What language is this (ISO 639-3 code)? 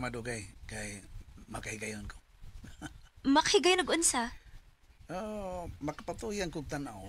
ceb